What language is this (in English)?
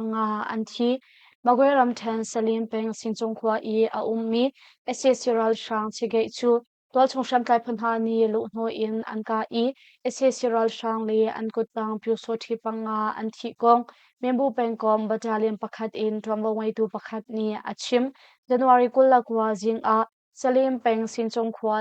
Hakha Chin